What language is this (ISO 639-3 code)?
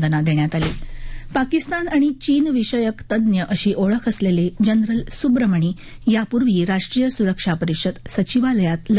mar